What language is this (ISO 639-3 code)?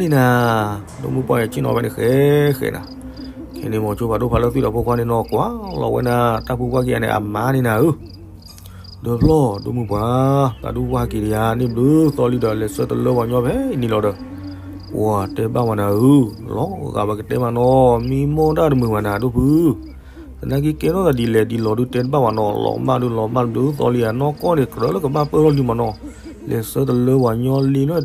ksw